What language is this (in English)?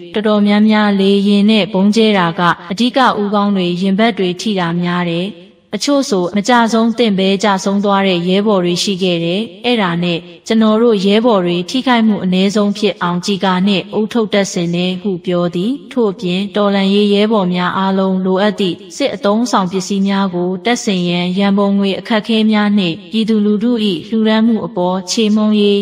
Burmese